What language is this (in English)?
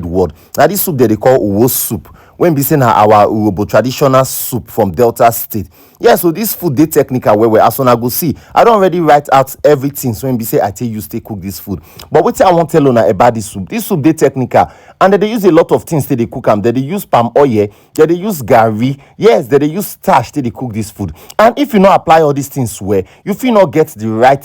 Nigerian Pidgin